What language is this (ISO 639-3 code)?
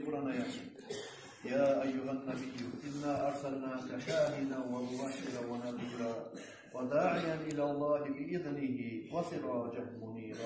kum